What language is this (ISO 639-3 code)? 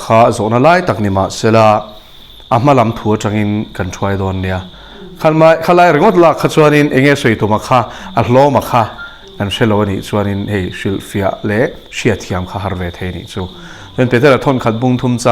lus